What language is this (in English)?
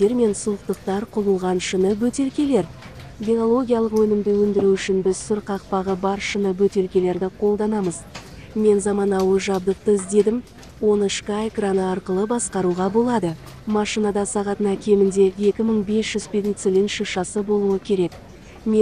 Kazakh